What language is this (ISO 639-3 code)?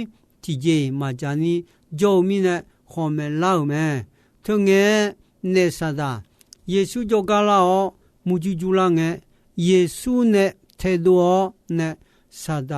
ahk